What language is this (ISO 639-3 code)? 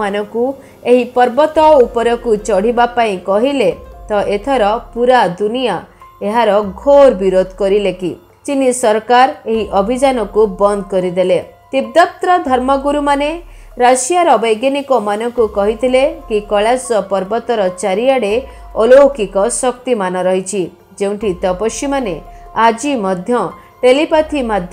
ori